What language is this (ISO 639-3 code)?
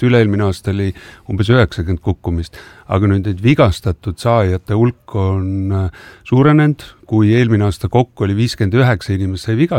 est